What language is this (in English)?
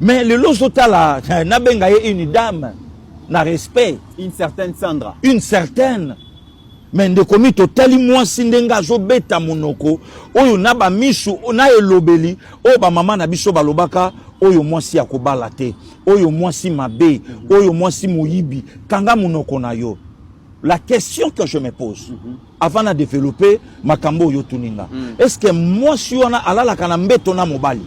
Lingala